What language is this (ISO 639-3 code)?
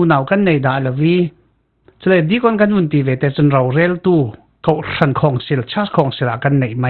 cfm